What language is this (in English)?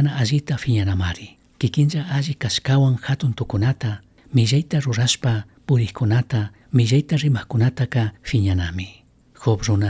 Chimborazo Highland Quichua